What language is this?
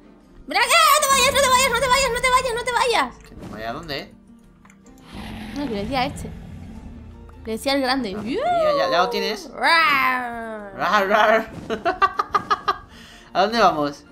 Spanish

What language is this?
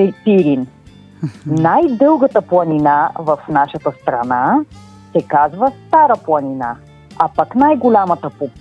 Bulgarian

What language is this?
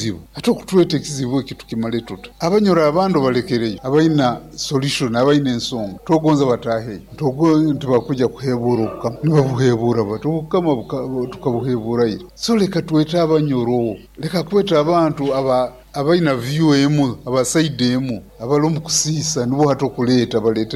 Nyoro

